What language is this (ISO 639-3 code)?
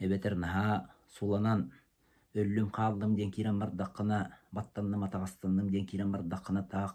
sah